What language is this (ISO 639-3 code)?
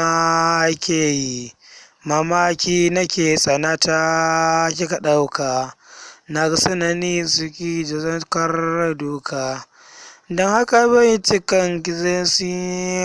hau